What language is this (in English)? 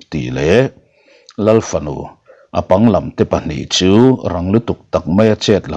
Mizo